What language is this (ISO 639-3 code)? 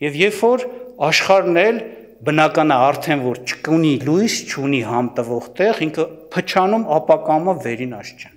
hye